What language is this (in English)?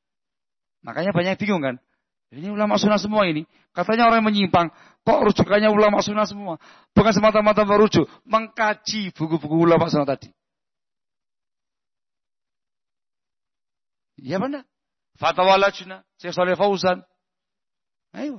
Indonesian